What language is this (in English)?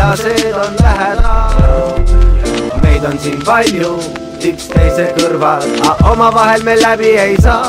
Estonian